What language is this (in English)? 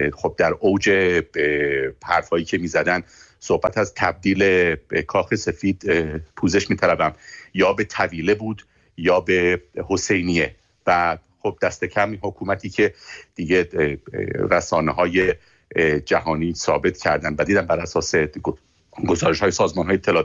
Persian